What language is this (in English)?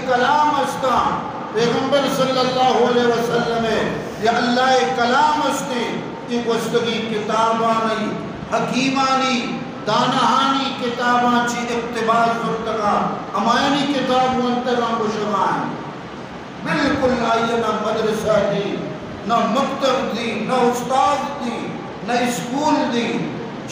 Eastern Balochi